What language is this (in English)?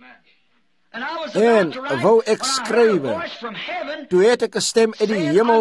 Afrikaans